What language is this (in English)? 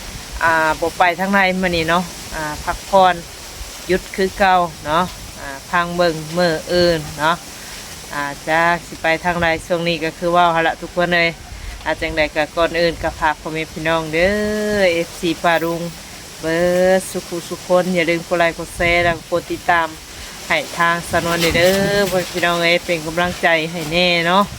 Northeastern Thai